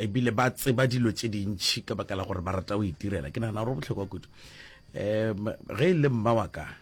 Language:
Northern Sotho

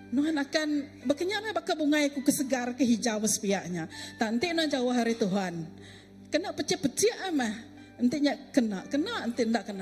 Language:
Iban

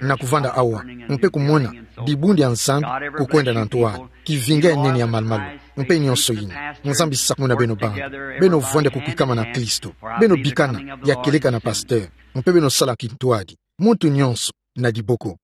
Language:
Kituba (Democratic Republic of Congo)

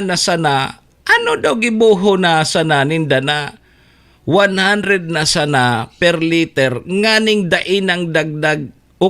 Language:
Bikol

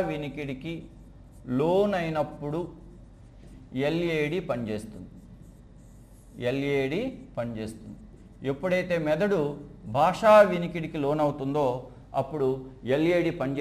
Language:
Telugu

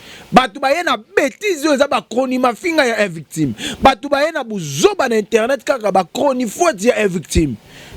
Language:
Lingala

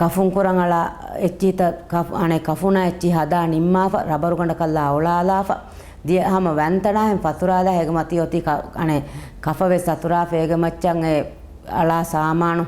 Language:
Divehi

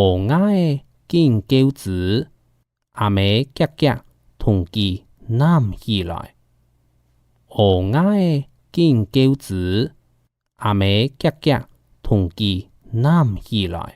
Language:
Hakka Chinese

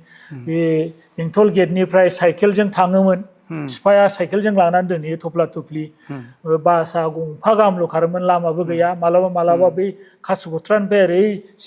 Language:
Bodo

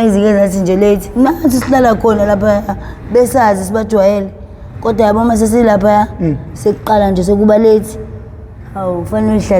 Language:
Zulu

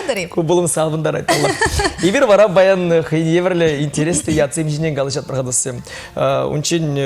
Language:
Chuvash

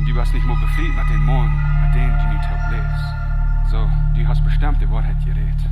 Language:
Plautdietsch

